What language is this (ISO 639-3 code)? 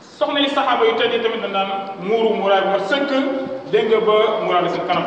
wol